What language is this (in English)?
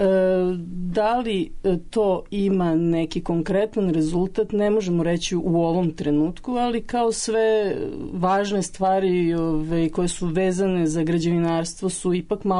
Serbian